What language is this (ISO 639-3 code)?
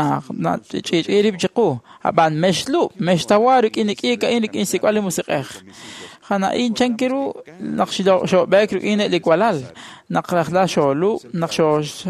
kek